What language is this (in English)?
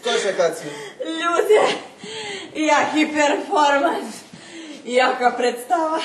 Rusyn